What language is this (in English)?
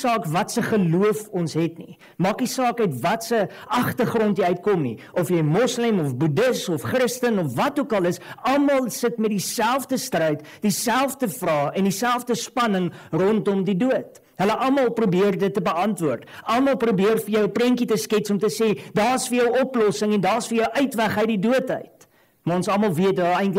Afrikaans